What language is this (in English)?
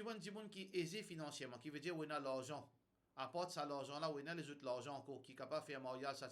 Morisyen